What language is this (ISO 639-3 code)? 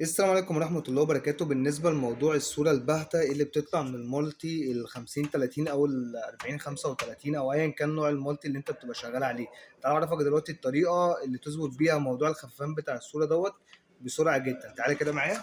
arz